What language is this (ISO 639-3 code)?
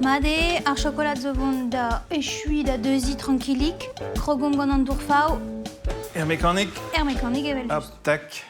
bre